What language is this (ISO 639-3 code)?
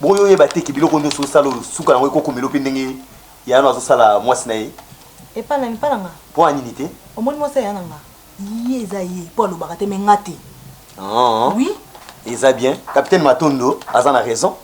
lin